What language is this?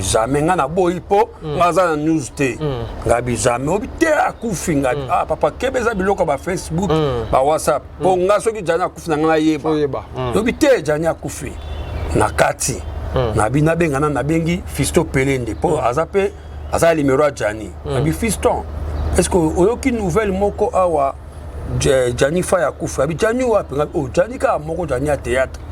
Lingala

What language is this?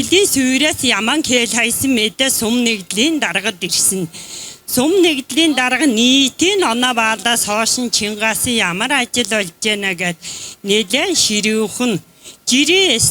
Mongolian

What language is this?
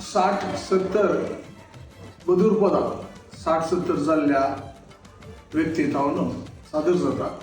Konkani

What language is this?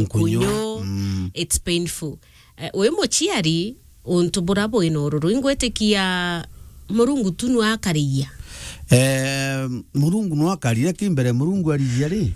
Meru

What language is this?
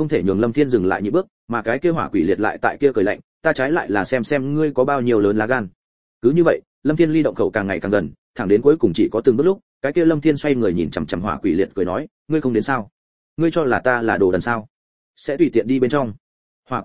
Vietnamese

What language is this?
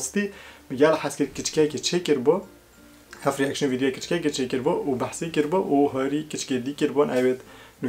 Kurdish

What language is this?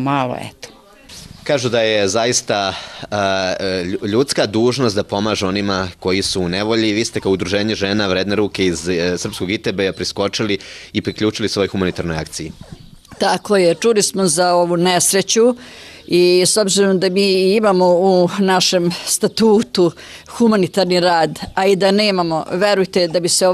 Serbian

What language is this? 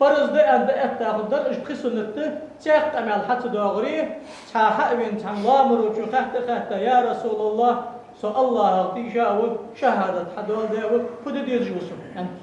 Ingush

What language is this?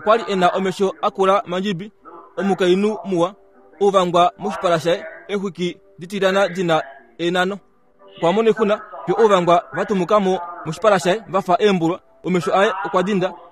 Kuanyama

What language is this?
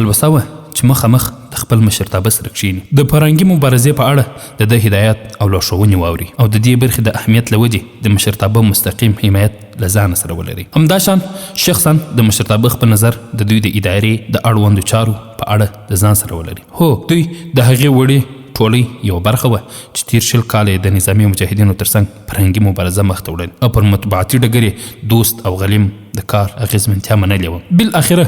Pashto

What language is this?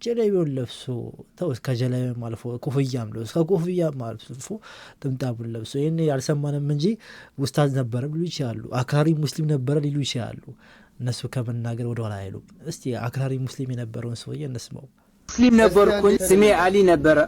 Amharic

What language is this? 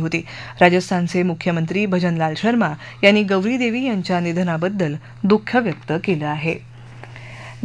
Marathi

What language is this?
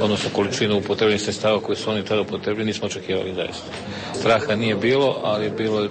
Serbian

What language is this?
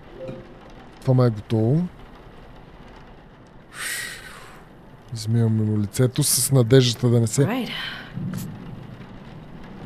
Bulgarian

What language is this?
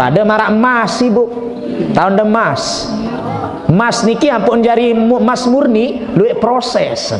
Sasak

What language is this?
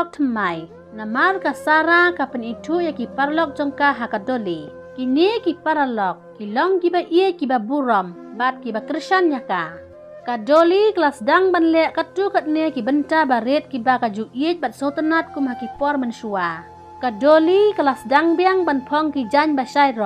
Khasi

